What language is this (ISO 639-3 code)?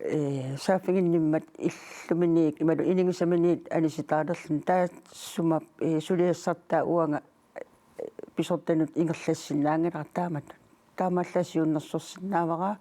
kal